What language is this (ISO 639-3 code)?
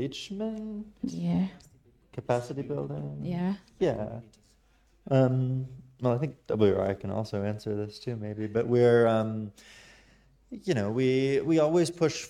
eng